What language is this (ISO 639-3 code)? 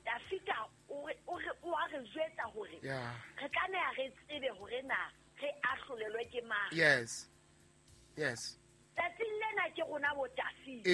sot